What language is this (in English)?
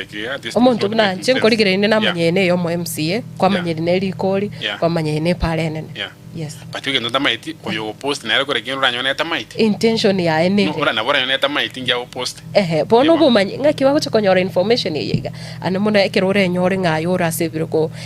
Gusii